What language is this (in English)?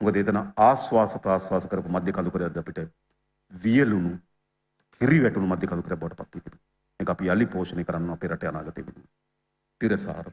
Sinhala